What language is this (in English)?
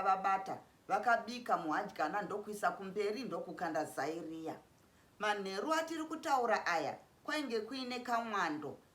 Shona